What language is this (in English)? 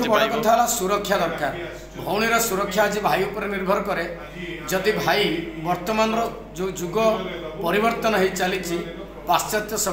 Odia